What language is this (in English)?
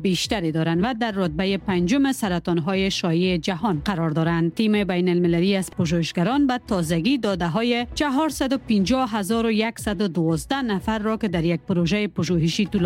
Persian